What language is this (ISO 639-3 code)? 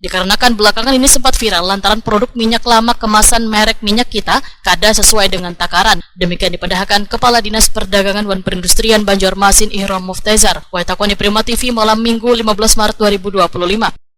bjn